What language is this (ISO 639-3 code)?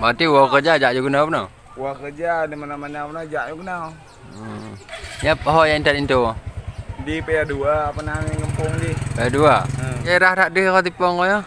ace